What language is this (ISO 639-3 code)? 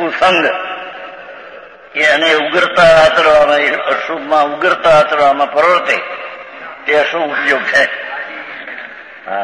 guj